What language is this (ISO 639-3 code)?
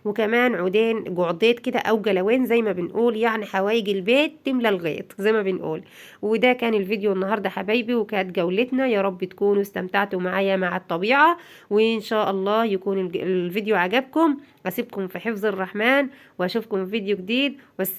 arz